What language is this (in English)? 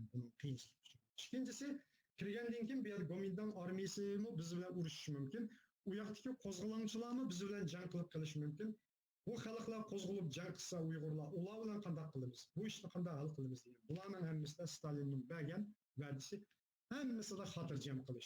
Uyghur